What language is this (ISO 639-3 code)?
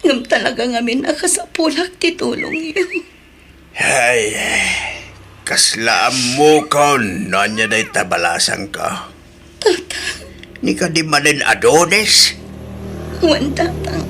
ilo